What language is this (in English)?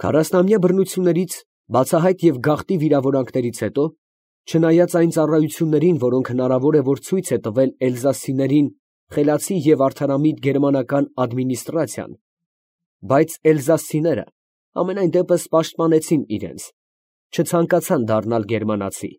Armenian